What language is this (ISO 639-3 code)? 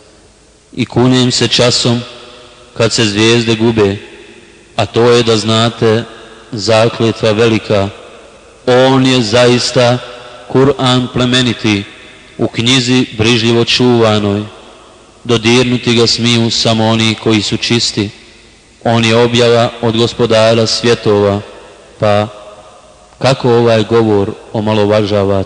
bos